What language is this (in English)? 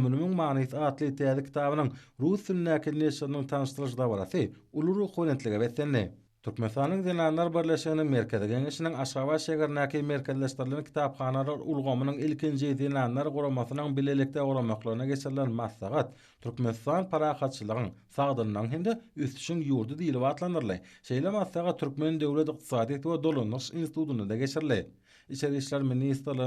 Turkmen